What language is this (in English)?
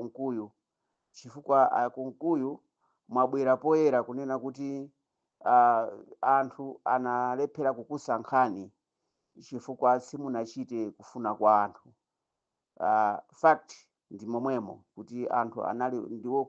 Nyanja